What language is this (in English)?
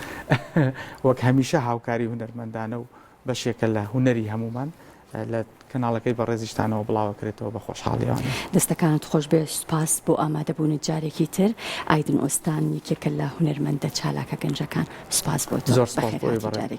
Central Kurdish